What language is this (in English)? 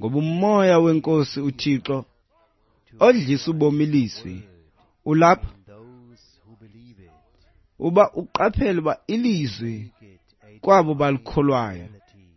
Xhosa